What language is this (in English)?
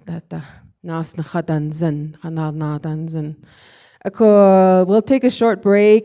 Navajo